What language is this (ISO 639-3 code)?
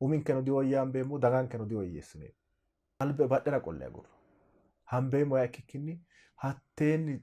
sid